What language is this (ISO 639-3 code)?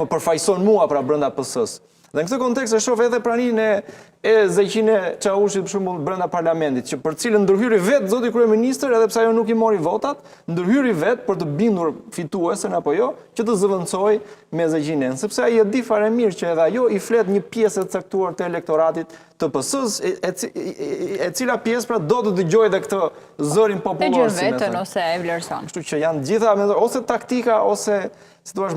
sqi